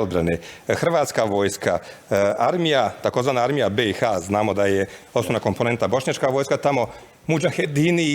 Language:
Bosnian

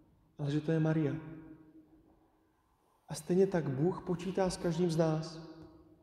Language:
Czech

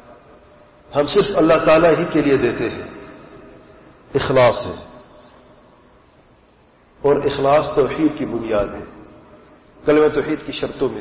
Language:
Urdu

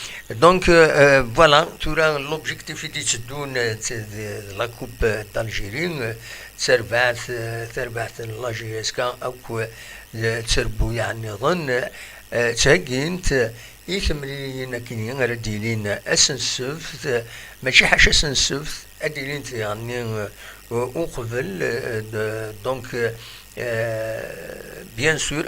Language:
Kabyle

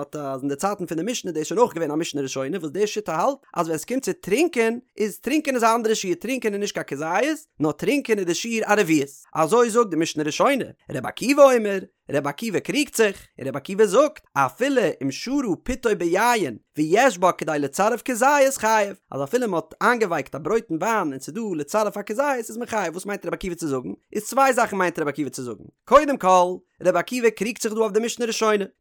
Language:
Yiddish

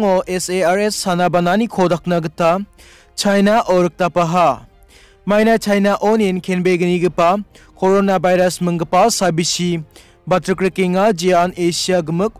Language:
Garo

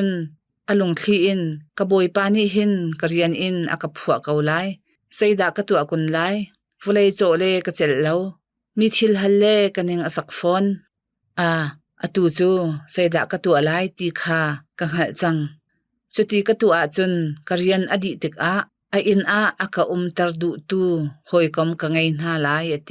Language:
Hakha Chin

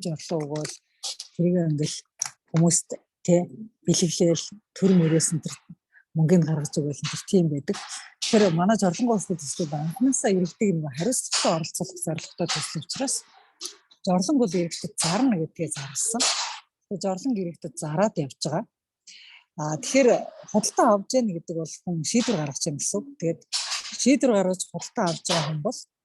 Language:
Mongolian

